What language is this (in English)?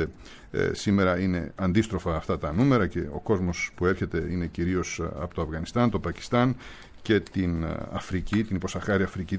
Greek